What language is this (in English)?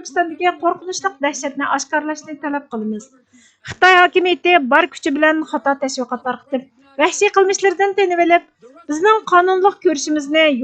Uyghur